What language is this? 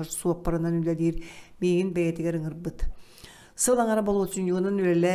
Yakut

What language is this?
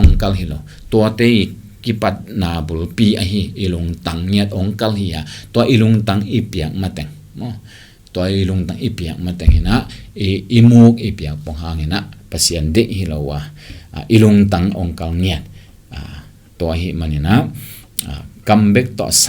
Tedim Chin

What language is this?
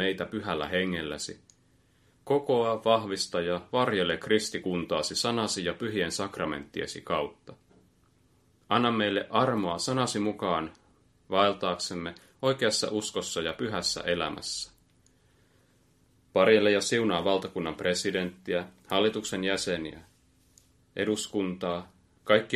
Finnish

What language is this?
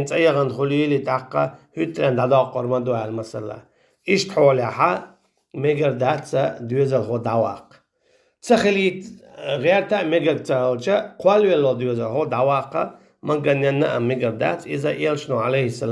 Chechen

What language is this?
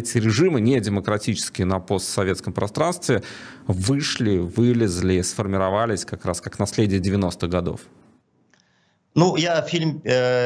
Russian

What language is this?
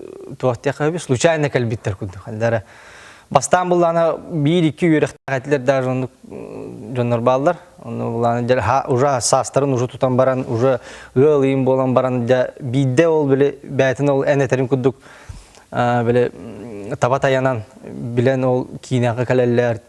Yakut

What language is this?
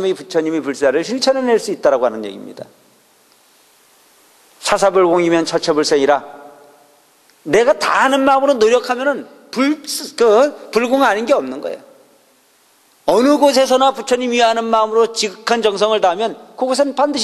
Korean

